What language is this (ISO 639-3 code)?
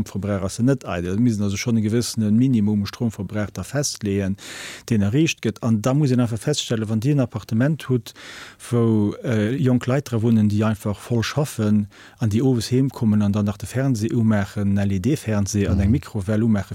ltz